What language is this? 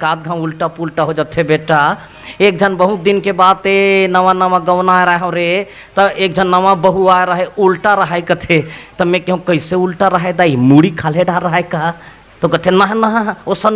Chhattisgarhi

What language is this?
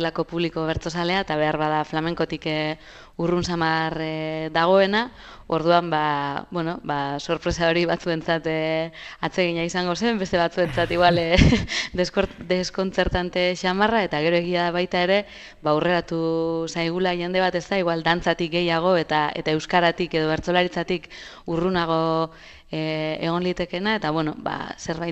Basque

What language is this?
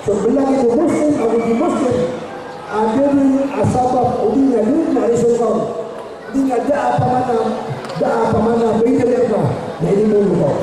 Maranao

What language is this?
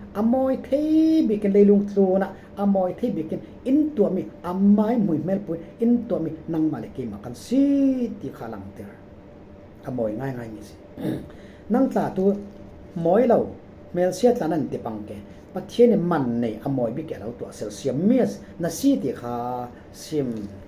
Falam Chin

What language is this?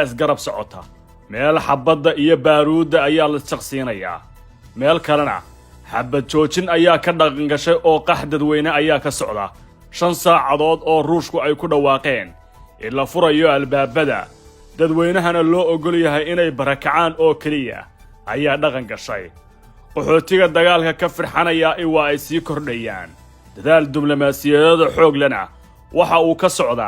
Somali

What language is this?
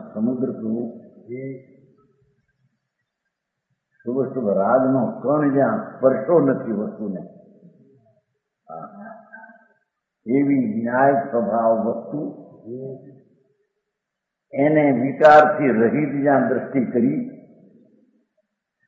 Gujarati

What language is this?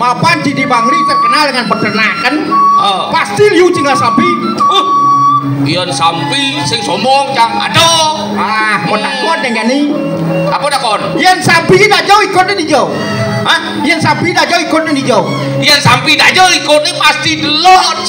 Balinese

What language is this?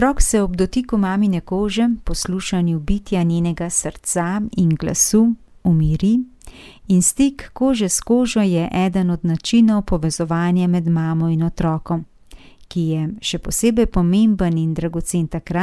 Slovenian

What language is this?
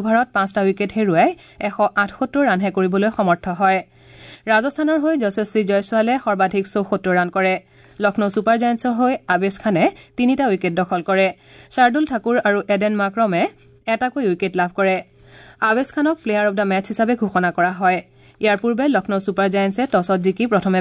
Assamese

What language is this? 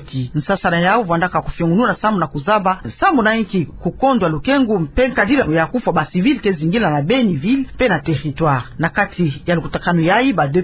Kituba (Democratic Republic of Congo)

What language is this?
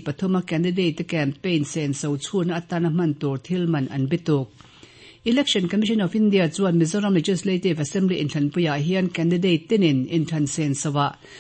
Mizo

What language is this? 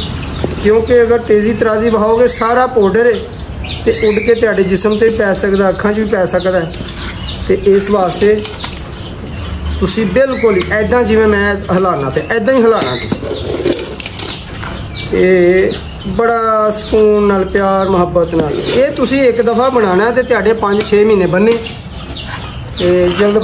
Punjabi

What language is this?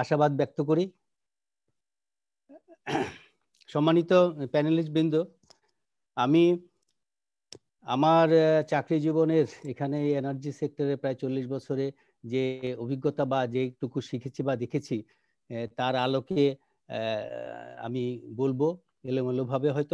Bangla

